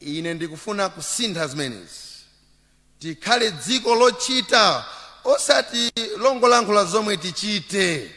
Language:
Nyanja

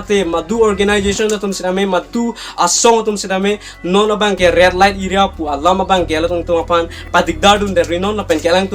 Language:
Karbi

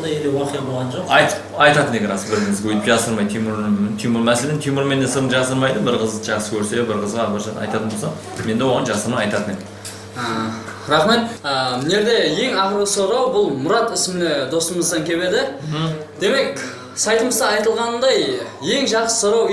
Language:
Kara-Kalpak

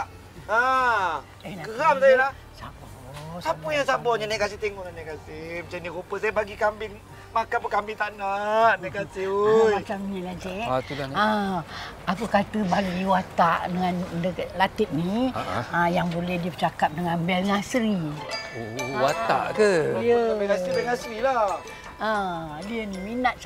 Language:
Malay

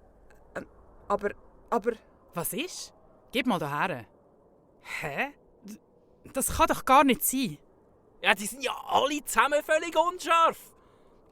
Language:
Swiss German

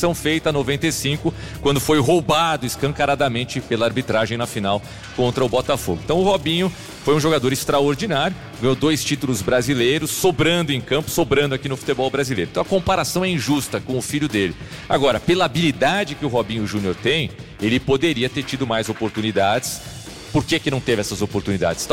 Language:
Portuguese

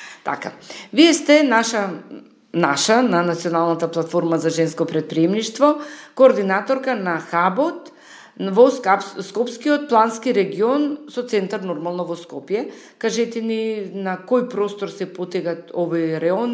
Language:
Macedonian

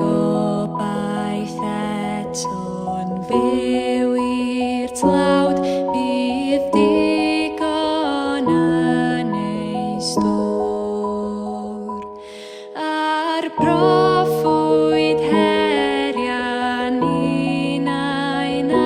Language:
Welsh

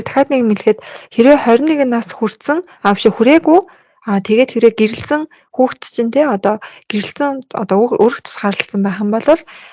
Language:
Mongolian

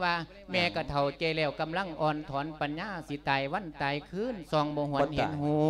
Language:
Lao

